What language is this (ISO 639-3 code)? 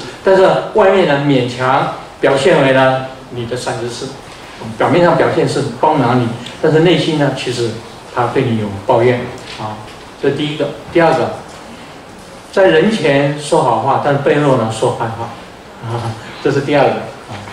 zho